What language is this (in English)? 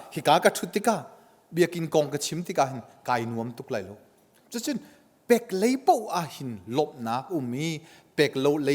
Hakha Chin